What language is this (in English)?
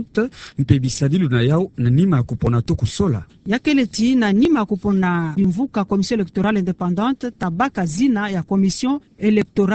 Kituba (Democratic Republic of Congo)